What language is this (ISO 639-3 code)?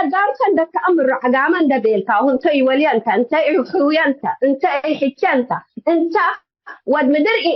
tig